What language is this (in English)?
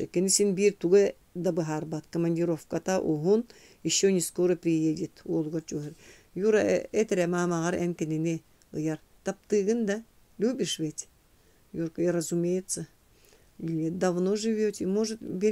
Yakut